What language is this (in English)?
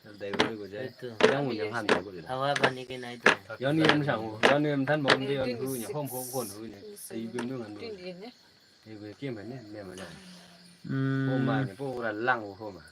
Naga Pidgin